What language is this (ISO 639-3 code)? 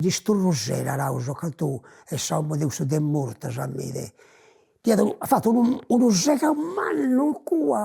srd